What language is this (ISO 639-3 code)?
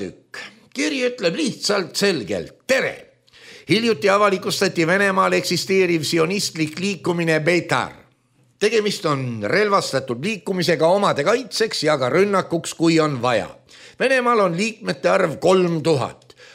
est